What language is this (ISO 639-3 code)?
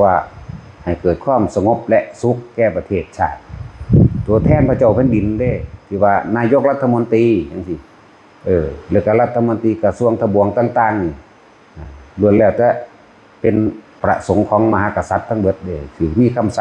tts